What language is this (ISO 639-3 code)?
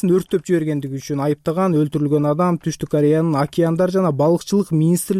kir